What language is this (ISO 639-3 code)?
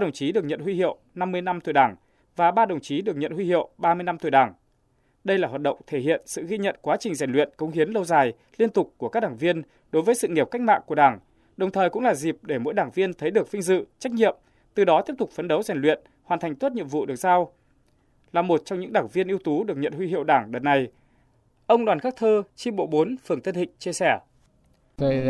vie